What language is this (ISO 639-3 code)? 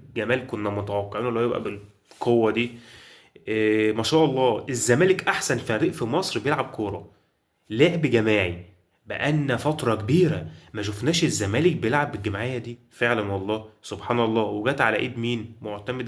arz